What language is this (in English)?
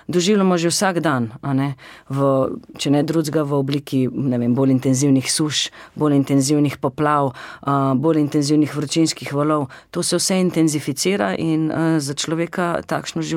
Slovenian